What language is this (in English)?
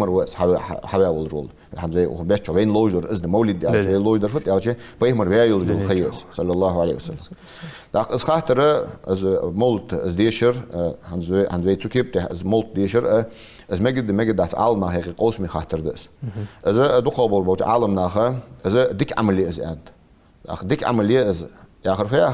Ingush